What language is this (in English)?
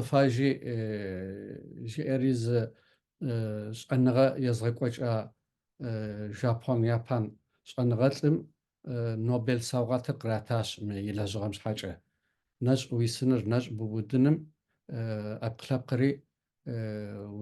Kabardian